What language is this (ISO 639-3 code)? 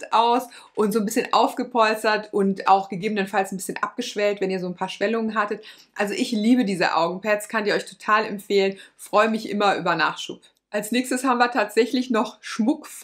deu